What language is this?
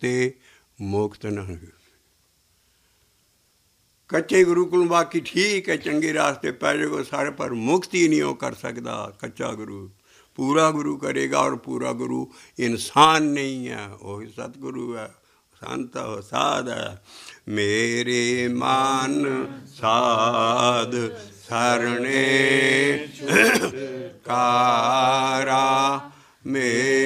Punjabi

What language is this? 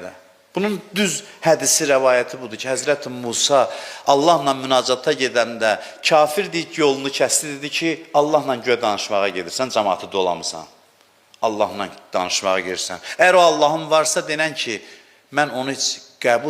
Azerbaijani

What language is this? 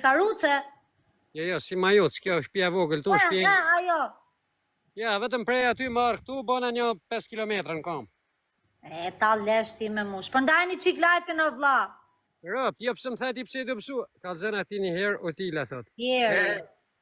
Albanian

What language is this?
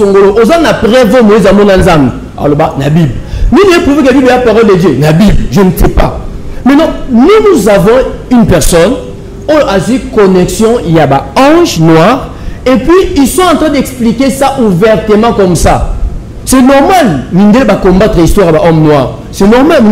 Lingala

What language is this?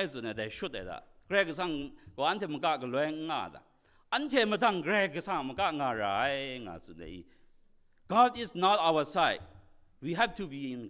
Kachin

